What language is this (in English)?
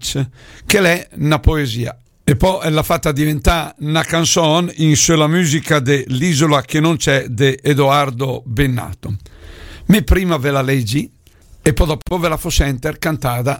Lombard